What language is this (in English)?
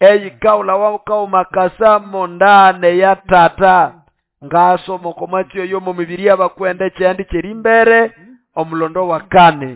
Nande